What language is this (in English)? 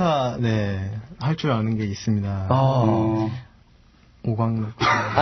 Korean